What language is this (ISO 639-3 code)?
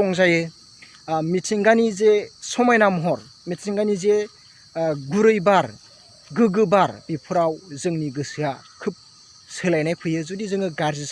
brx